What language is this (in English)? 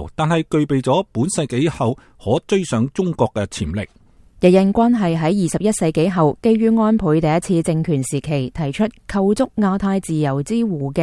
Cantonese